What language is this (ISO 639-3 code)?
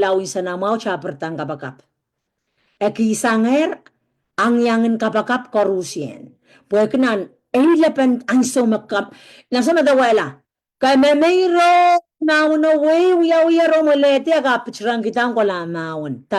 pon